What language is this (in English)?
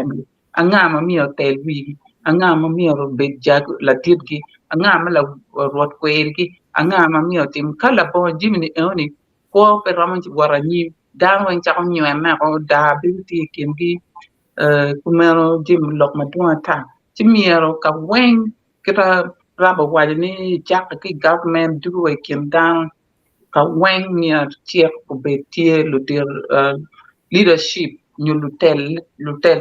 Acoli